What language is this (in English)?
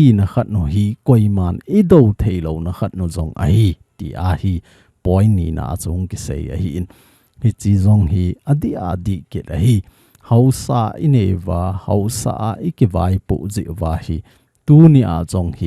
Thado Chin